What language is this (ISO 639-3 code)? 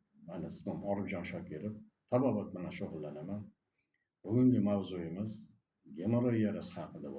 uzb